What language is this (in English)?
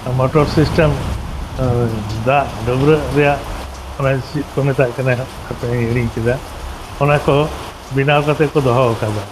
Santali